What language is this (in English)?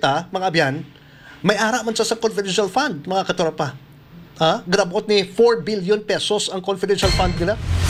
Hiligaynon